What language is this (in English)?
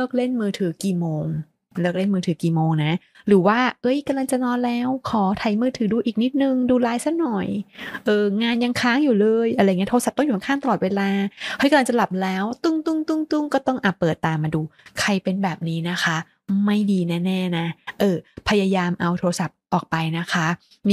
Thai